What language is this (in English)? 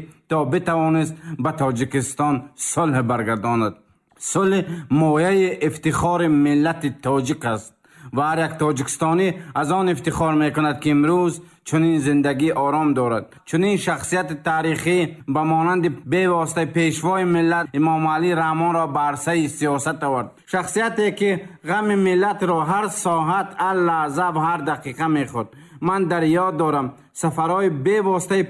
Tajik